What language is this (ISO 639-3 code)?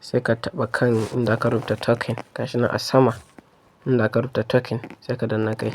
hau